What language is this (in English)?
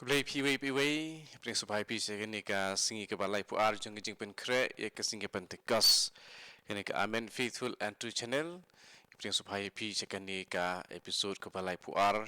Khasi